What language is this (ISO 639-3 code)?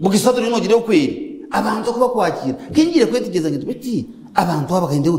nyn